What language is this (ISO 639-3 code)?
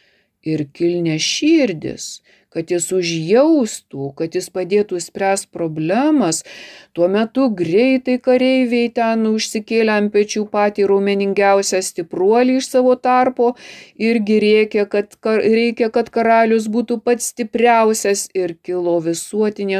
lit